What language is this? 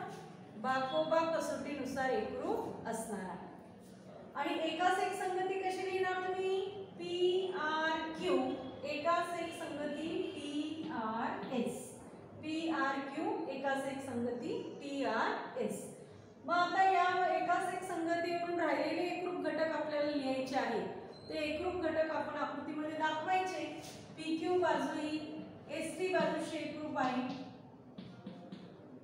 Marathi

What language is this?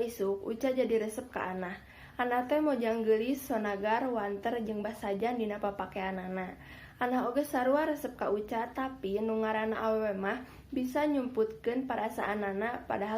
Sundanese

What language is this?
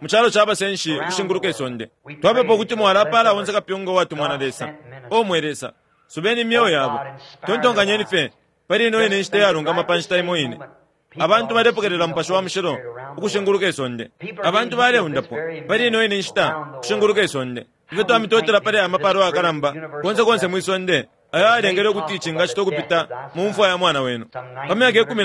Bemba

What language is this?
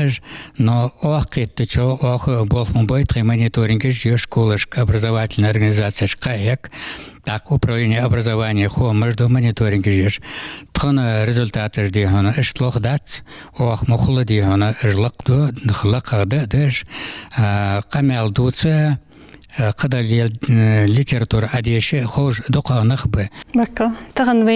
Ingush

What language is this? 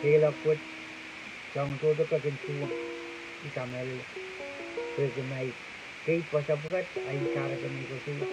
Pohnpeian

